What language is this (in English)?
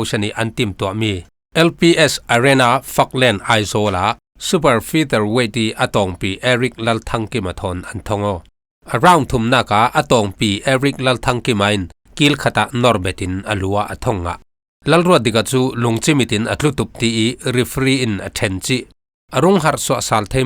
Falam Chin